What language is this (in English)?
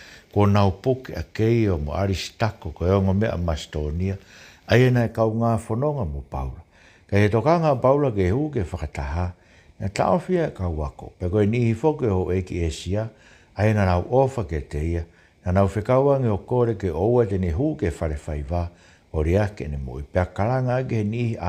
Tongan